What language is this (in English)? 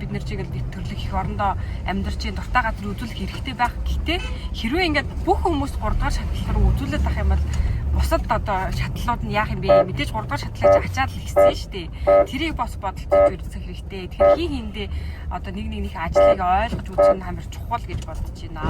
Mongolian